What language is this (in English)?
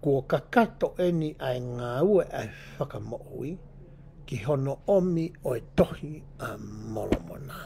Tongan